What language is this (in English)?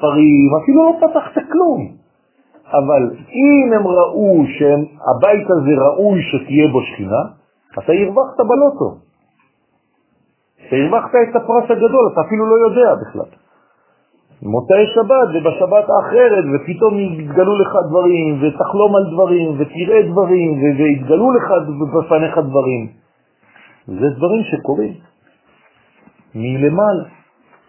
Hebrew